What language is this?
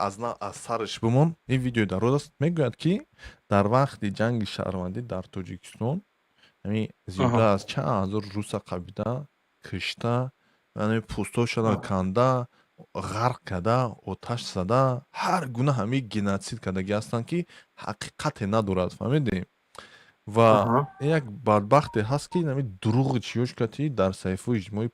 Tajik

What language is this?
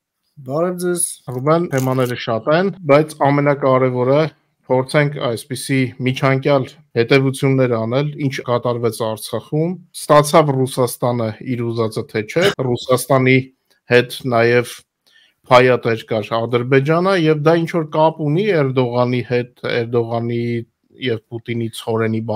Armenian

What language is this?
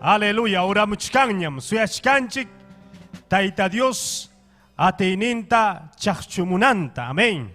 Ayacucho Quechua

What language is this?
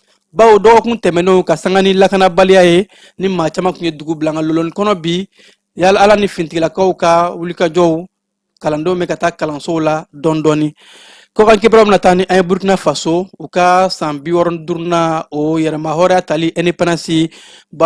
Bambara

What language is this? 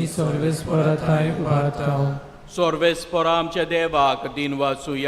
Konkani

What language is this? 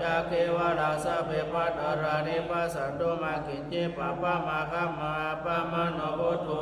Pali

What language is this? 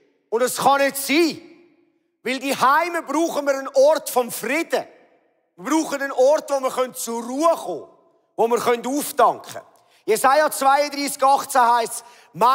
Swiss German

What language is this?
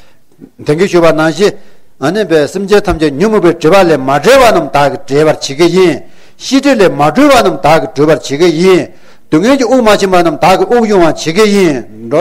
Tibetan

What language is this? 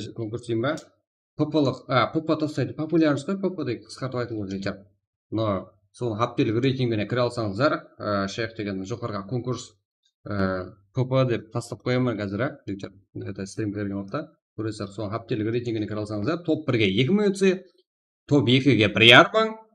Kara-Kalpak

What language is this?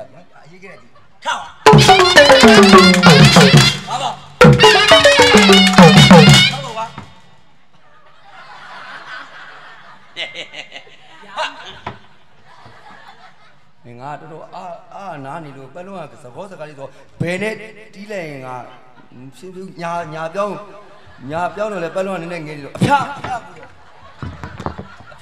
Burmese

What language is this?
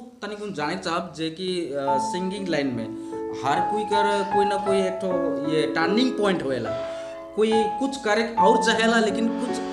Sadri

